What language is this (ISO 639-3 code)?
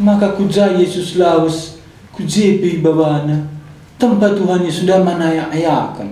btx